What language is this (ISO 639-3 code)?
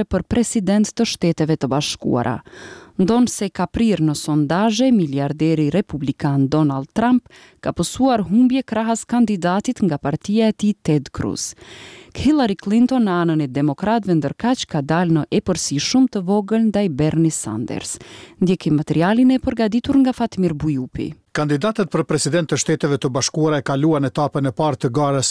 sqi